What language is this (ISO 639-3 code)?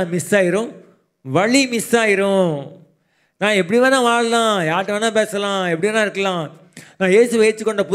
tam